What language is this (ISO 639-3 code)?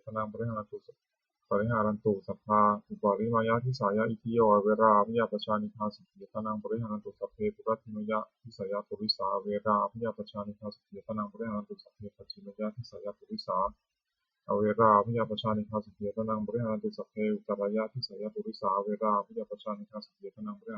pli